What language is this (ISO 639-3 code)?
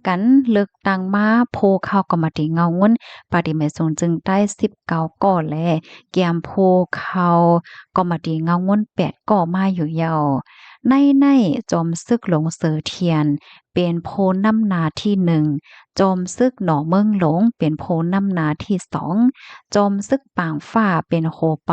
shn